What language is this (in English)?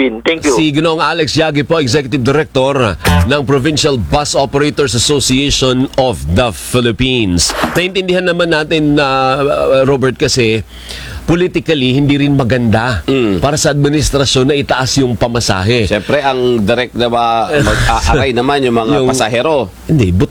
Filipino